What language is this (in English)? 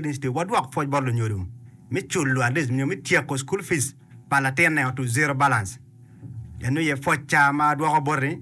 Acoli